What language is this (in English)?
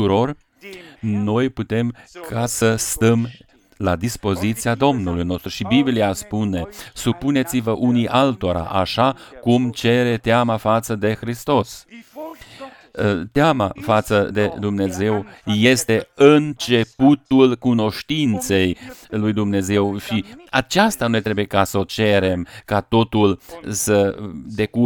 Romanian